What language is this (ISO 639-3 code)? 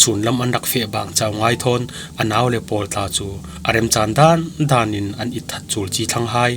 cfm